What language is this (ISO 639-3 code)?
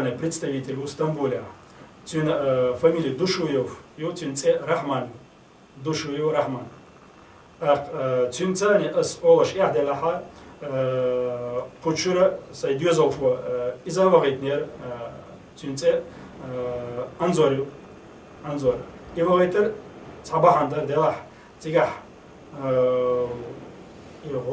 che